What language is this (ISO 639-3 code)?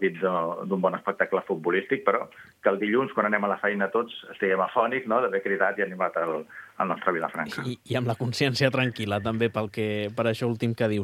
cat